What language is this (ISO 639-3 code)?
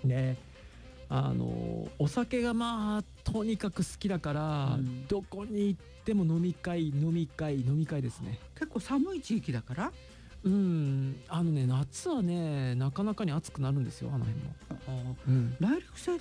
jpn